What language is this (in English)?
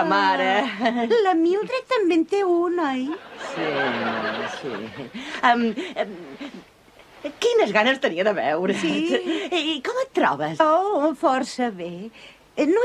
Catalan